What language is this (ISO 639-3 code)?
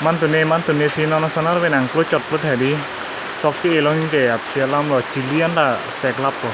mjw